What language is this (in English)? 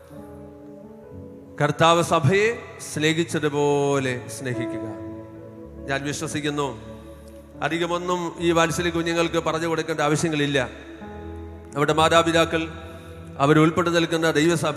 Malayalam